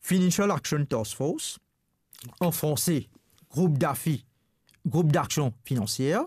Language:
Morisyen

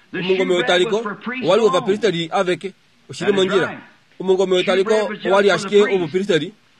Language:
Kuanyama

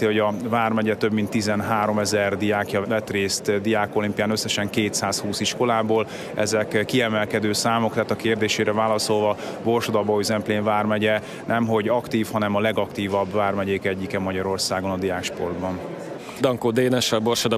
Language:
Hungarian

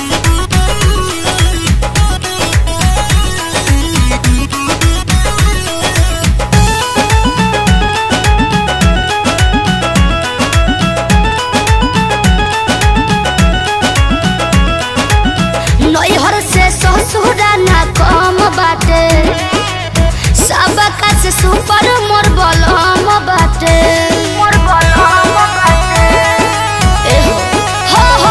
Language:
Bhojpuri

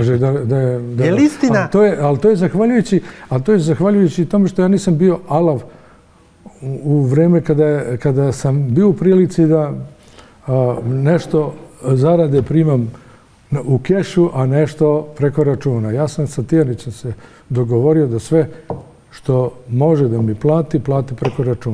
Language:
Bosnian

